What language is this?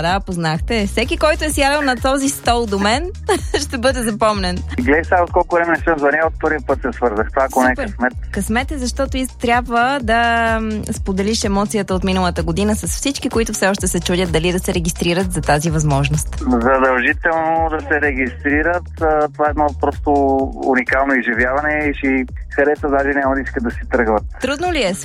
Bulgarian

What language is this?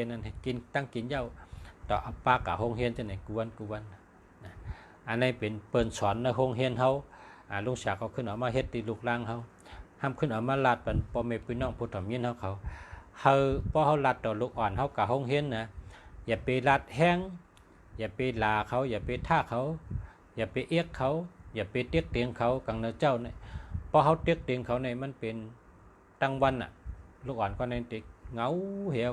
Shan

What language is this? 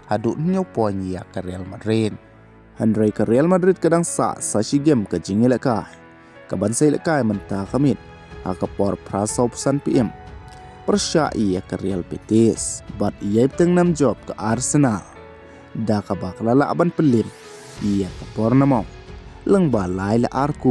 Khasi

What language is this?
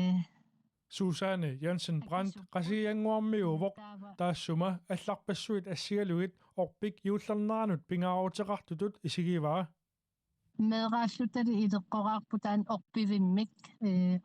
Kalaallisut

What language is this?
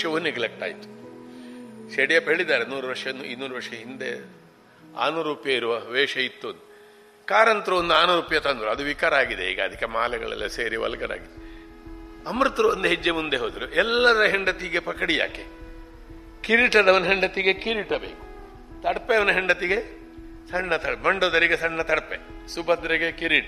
Kannada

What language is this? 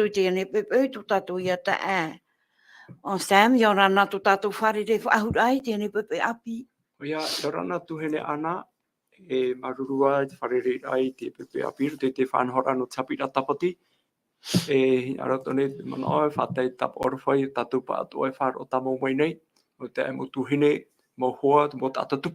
Tahitian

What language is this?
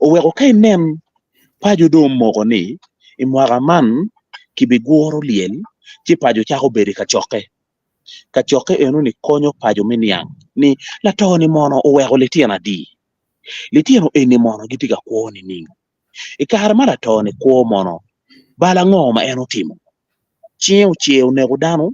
Acoli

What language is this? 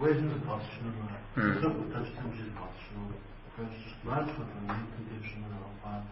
Kabardian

